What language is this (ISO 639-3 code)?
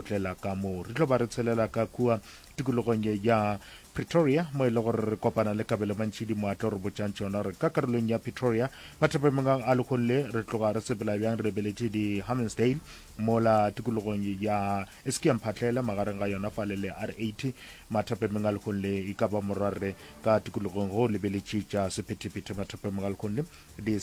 nso